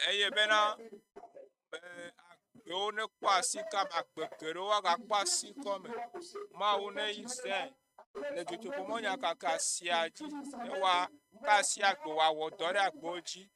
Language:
Ewe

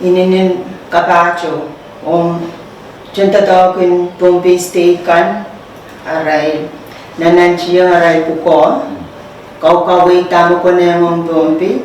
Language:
Pohnpeian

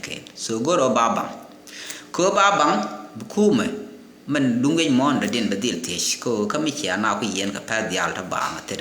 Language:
Nuer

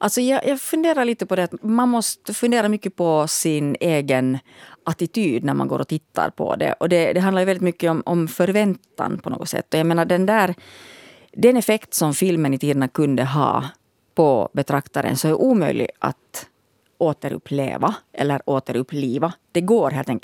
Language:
Swedish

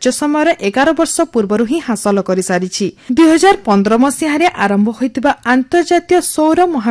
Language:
Odia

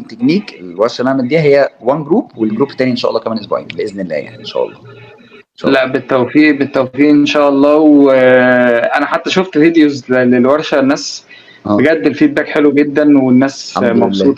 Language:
Egyptian Arabic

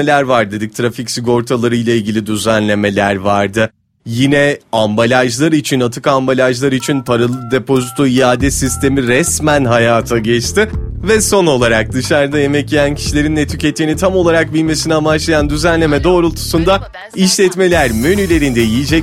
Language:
Turkish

